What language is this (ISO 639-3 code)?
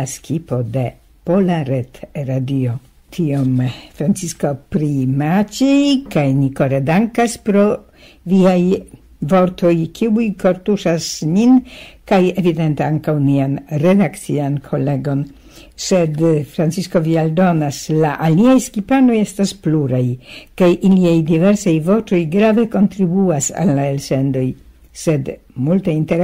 epo